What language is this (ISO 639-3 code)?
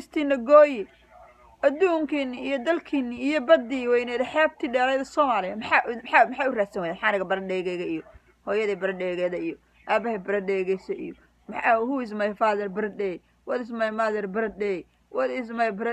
som